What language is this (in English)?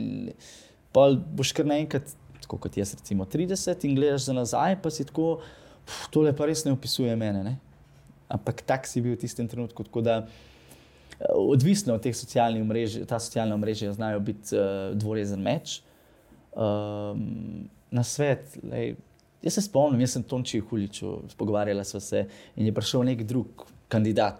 Slovenian